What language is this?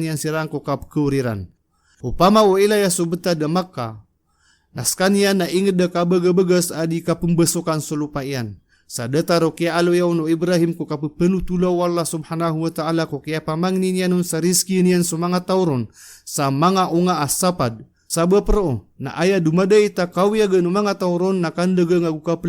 Maranao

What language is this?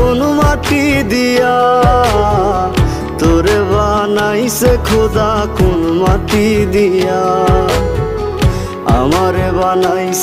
Bangla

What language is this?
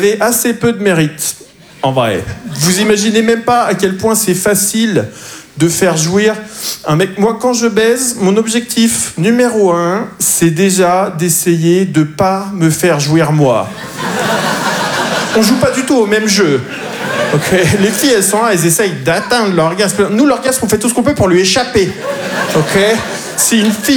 French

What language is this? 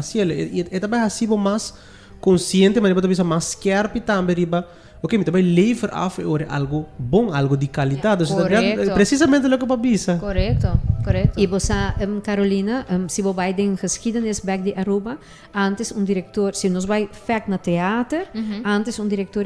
Papiamento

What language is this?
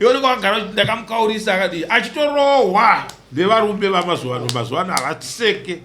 Shona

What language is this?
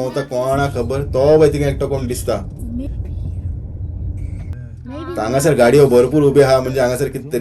Konkani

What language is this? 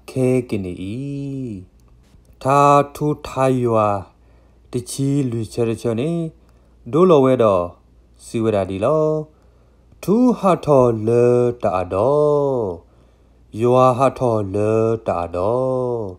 S'gaw Karen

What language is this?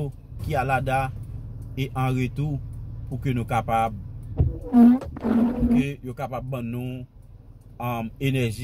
Haitian Creole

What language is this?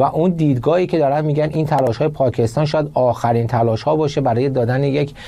Persian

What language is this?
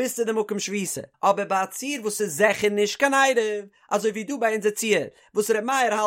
Yiddish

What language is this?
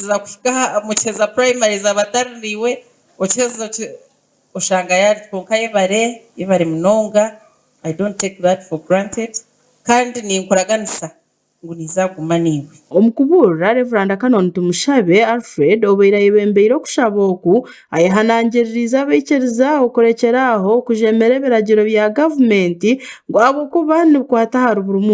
Nyankole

